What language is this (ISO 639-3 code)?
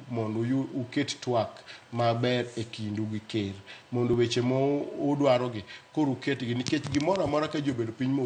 luo